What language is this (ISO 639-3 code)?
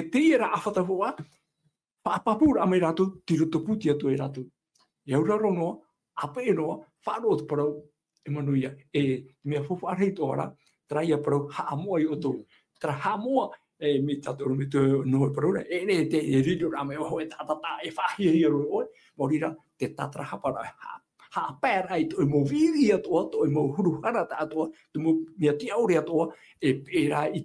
tah